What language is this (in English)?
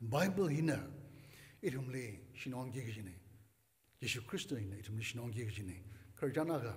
Tangkhul Naga (India)